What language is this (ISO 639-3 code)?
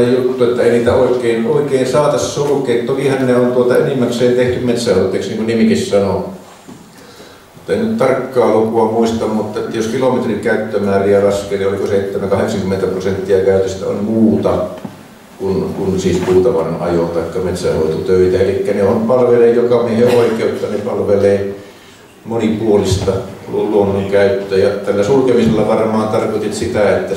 fin